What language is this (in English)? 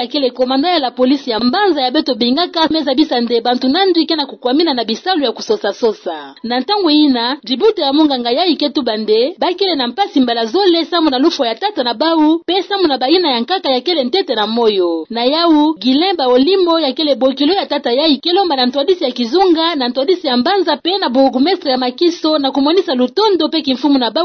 Kituba (Democratic Republic of Congo)